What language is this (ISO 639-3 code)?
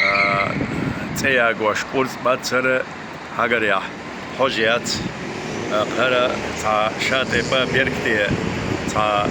che